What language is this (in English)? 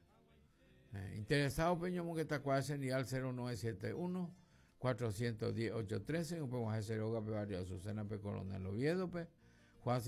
Guarani